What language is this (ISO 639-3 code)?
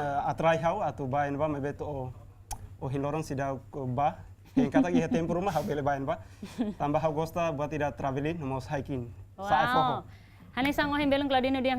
tet